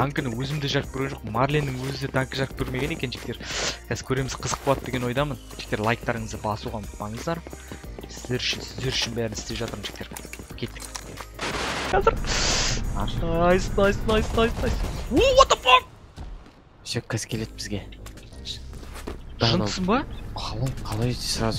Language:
Kazakh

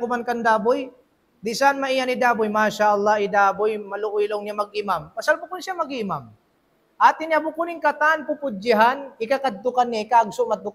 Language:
Tausug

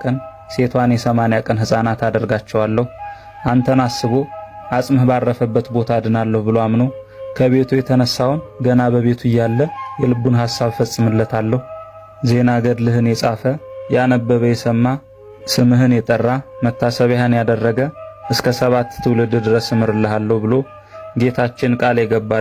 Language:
Amharic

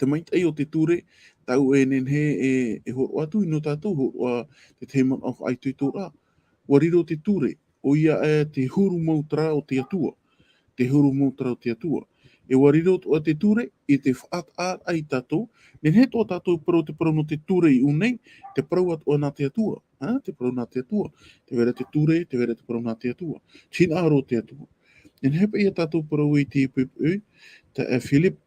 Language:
Tahitian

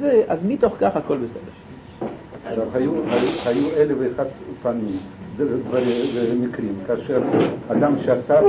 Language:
Hebrew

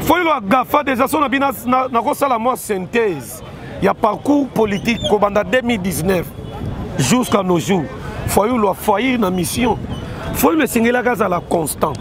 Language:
Lingala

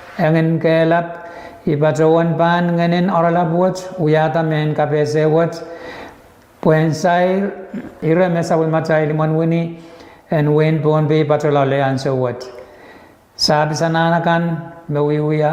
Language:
Pohnpeian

